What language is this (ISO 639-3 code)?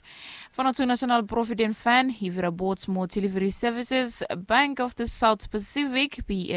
bis